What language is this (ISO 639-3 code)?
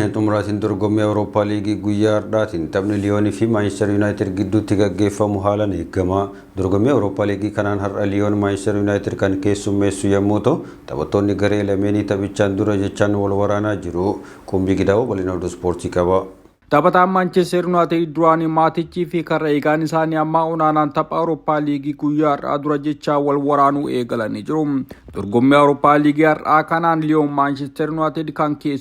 orm